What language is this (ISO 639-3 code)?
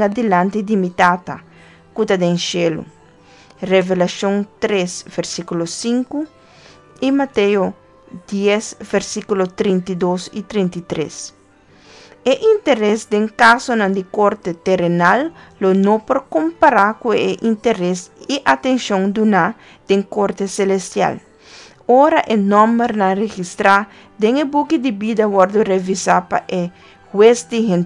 pap